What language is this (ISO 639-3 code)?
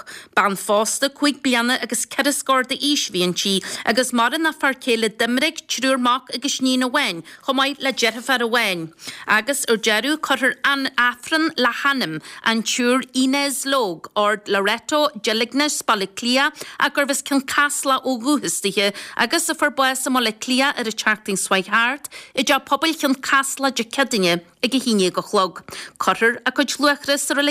gle